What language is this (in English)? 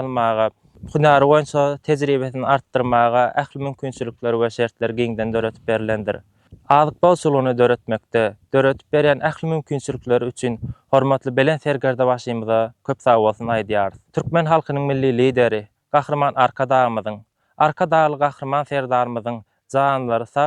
Turkmen